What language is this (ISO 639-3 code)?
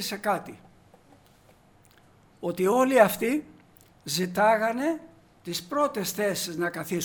ell